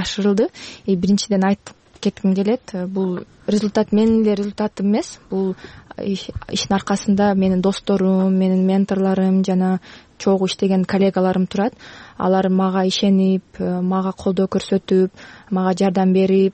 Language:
Kyrgyz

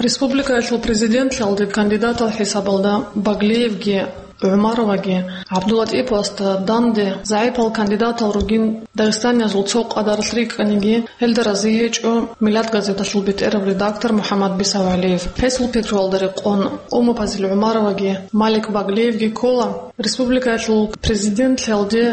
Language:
Avaric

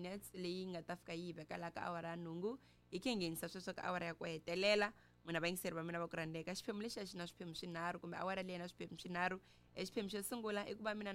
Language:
Tsonga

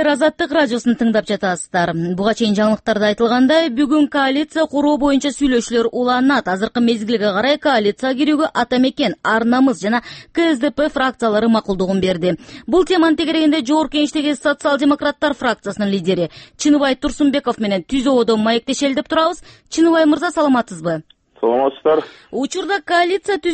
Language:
Kyrgyz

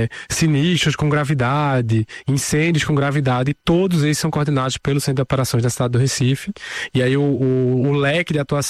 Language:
Portuguese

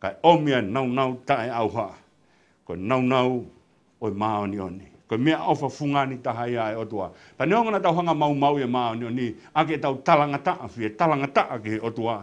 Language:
Tongan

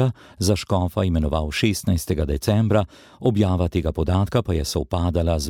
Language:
Slovenian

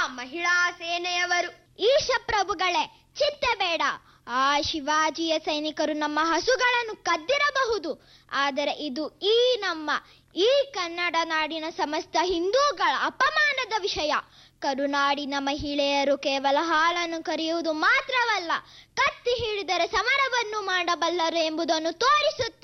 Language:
Kannada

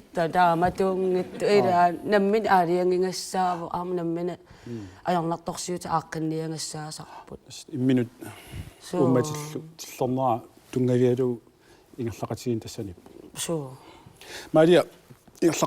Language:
Kalaallisut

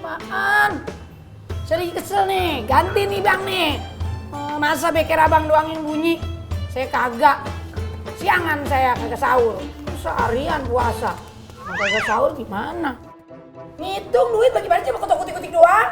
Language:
Betawi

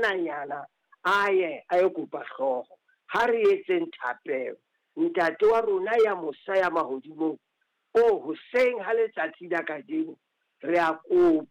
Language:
Southern Sotho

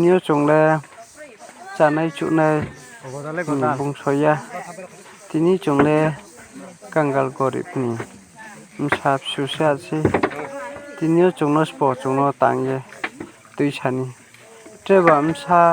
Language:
Riang (India)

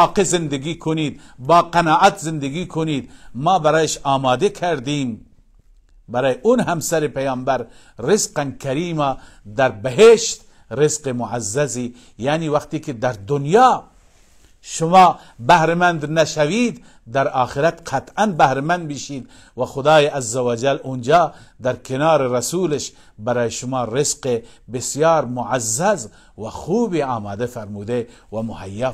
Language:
Persian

